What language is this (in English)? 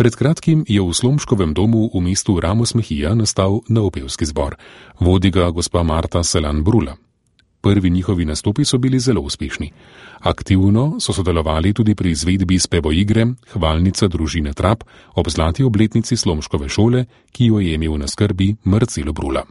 Slovenian